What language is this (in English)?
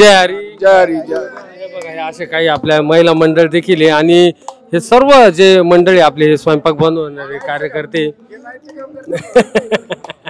Marathi